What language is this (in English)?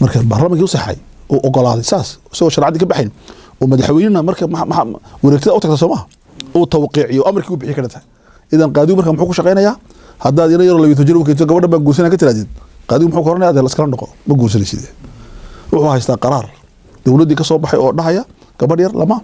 Somali